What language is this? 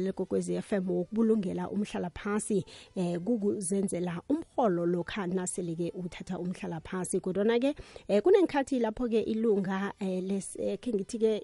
South Ndebele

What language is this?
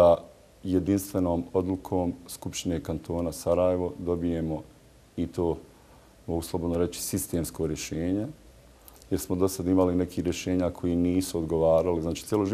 Bosnian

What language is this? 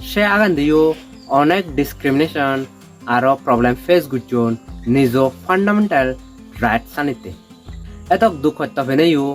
Chakma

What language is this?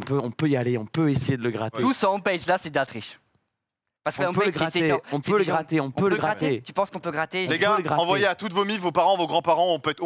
French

